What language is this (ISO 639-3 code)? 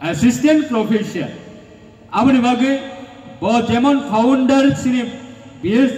ria